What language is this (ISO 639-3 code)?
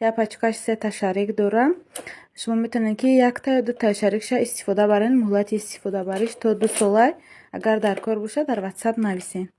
tgk